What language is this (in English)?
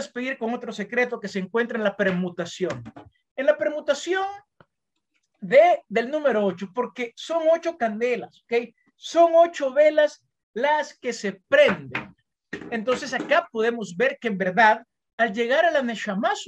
Spanish